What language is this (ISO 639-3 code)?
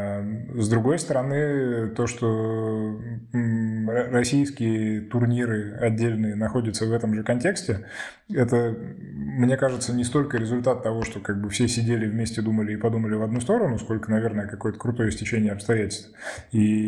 rus